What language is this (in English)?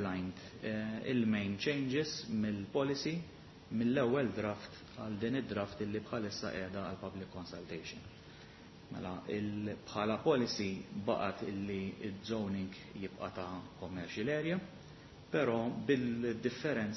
Maltese